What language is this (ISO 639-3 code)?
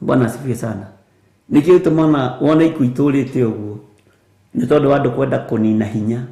kik